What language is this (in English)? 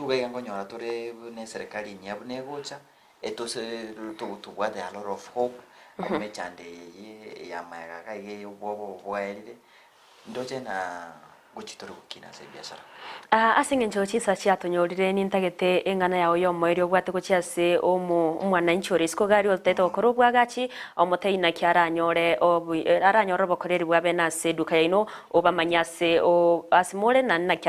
Gusii